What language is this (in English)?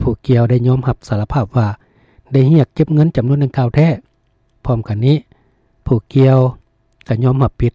Lao